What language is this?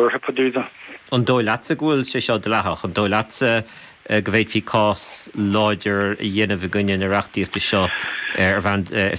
Irish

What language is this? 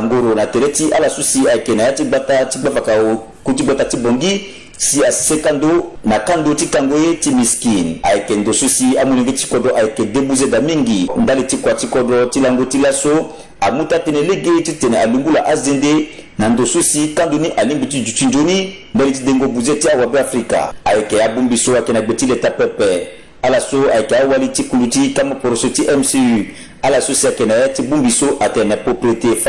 Sango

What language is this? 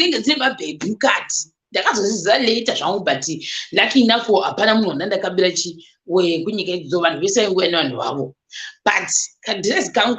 Shona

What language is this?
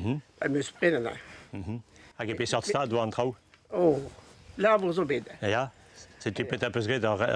Breton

